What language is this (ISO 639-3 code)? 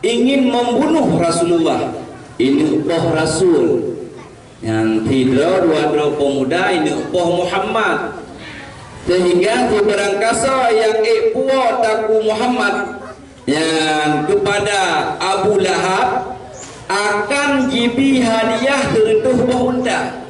ace